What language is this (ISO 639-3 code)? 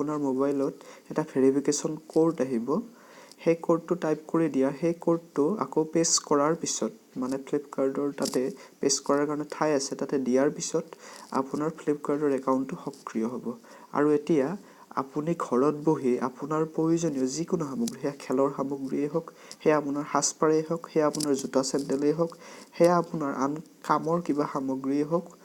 asm